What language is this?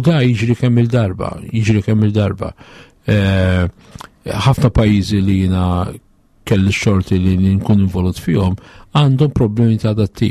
Maltese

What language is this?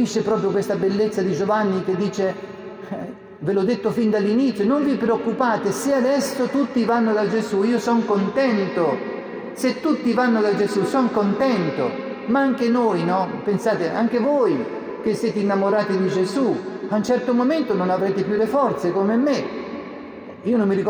Italian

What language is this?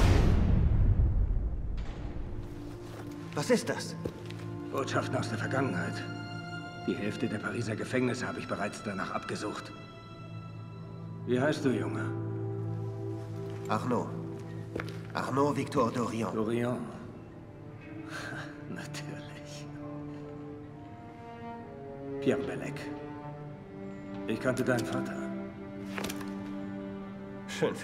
German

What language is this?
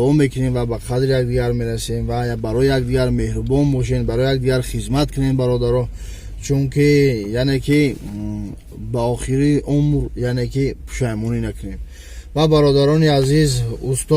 Tajik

